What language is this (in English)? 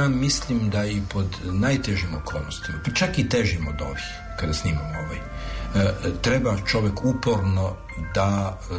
Serbian